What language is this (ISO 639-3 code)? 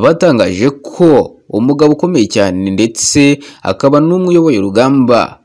kin